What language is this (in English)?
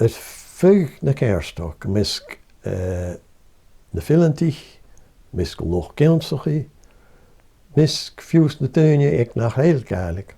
Scottish Gaelic